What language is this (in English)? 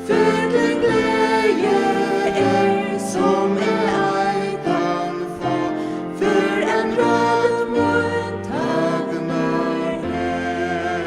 Faroese